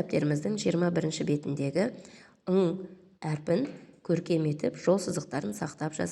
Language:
Kazakh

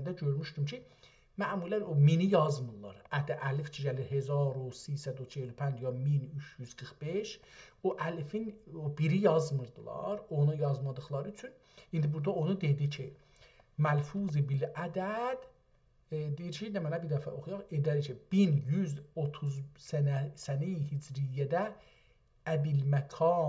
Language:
South Azerbaijani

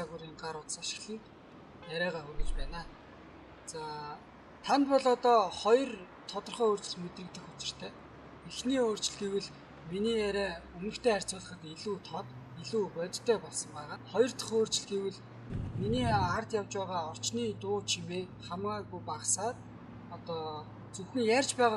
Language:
Mongolian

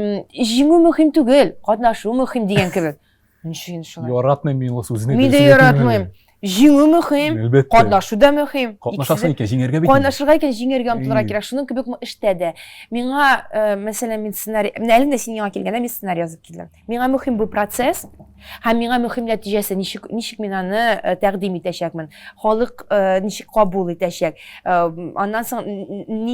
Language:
Tatar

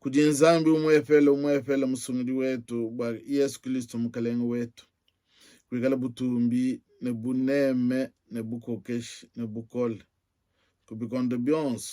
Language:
Luba-Lulua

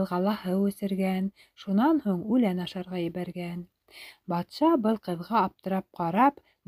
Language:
Bashkir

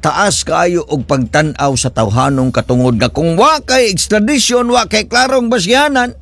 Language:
Cebuano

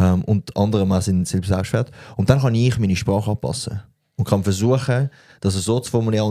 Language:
Swiss German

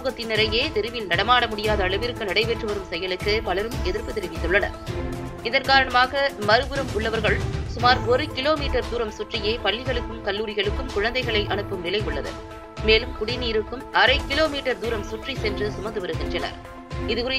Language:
Tamil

